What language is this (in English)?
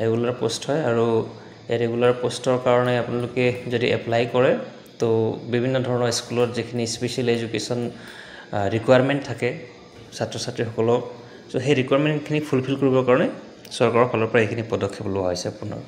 Assamese